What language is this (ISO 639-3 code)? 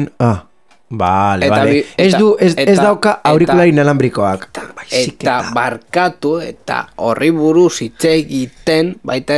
eus